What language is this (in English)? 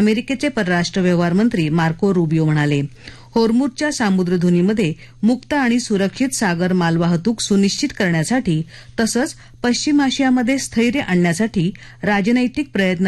Marathi